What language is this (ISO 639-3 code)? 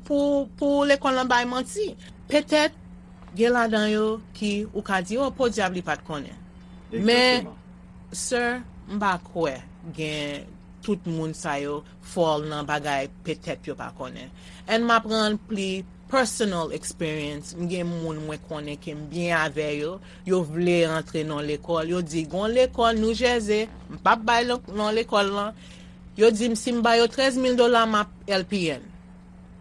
hat